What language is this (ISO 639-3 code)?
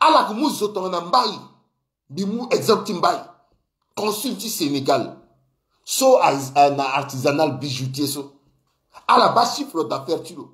sag